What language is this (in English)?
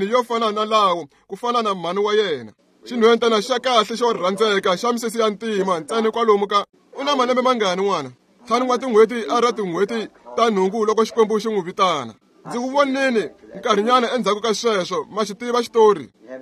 Tsonga